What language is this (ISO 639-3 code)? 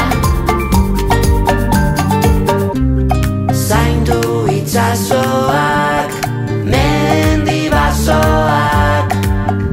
eus